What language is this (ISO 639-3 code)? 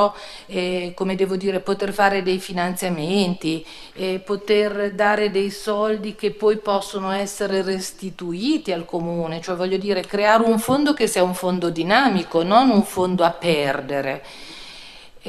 ita